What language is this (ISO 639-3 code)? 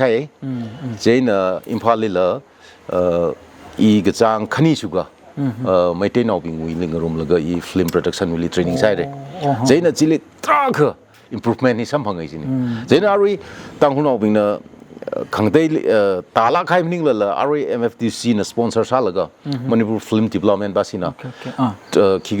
nmf